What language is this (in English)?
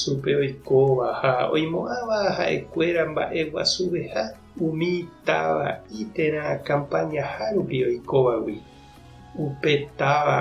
Guarani